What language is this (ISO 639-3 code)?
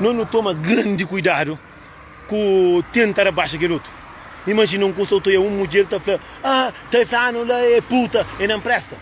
kea